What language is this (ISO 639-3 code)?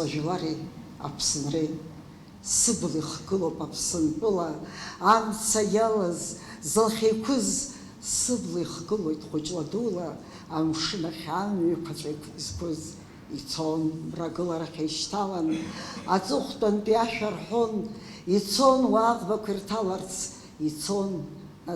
abk